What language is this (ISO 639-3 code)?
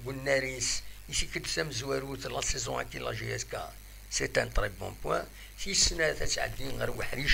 kab